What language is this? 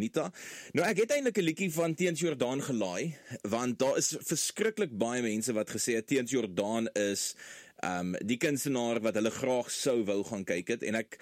Afrikaans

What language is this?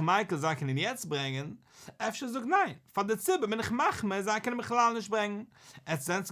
Yiddish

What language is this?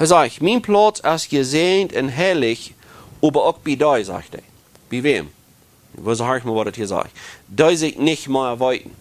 Plautdietsch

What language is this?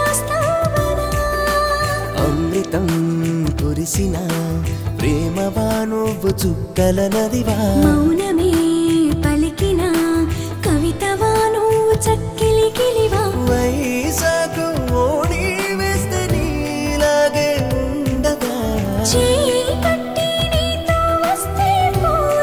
Telugu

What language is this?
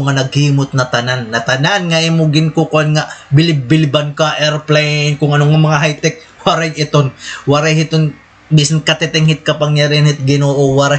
Waray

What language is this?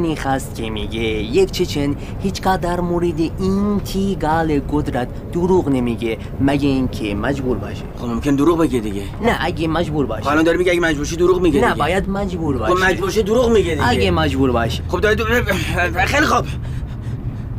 Persian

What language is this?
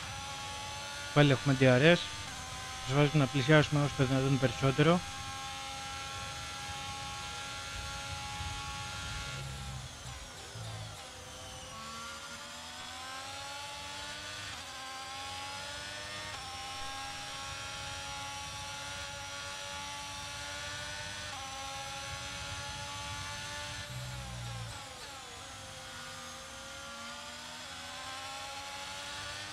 Greek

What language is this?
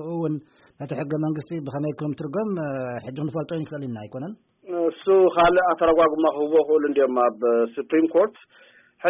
Tigrinya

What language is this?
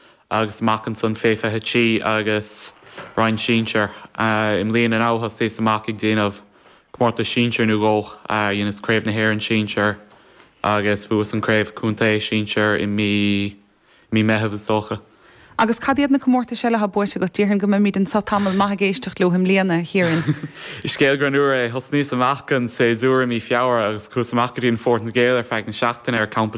Irish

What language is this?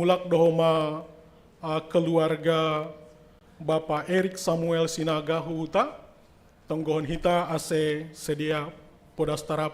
Batak Simalungun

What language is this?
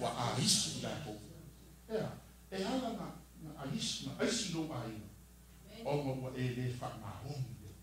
Samoan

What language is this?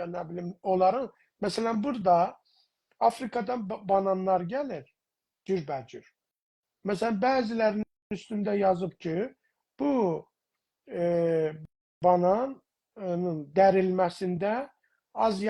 South Azerbaijani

